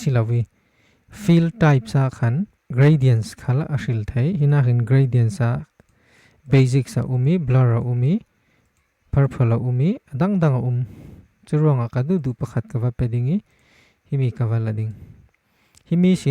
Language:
Falam Chin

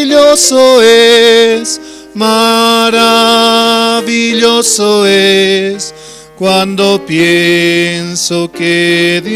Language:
Aymara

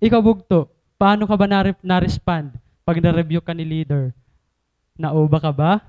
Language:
Waray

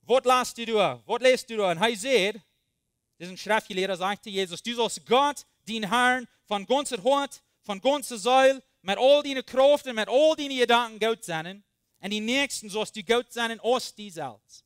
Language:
Plautdietsch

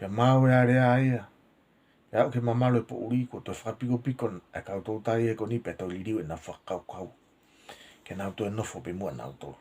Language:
Tongan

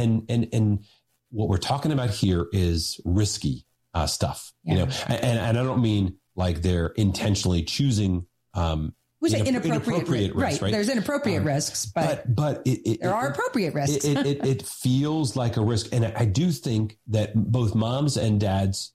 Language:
English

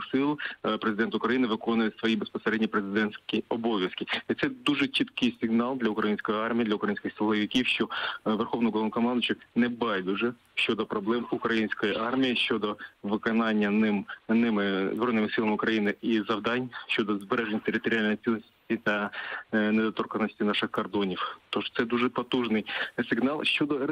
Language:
Ukrainian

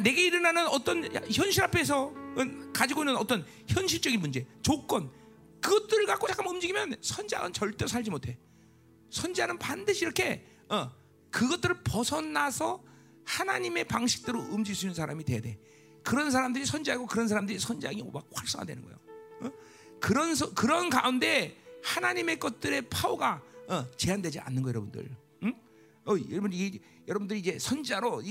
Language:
Korean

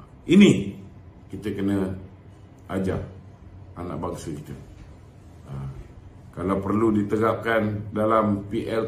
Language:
Malay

